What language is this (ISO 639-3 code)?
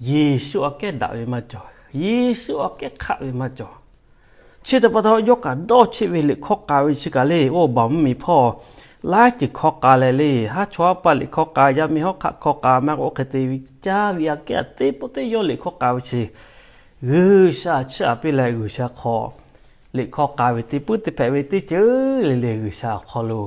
lhu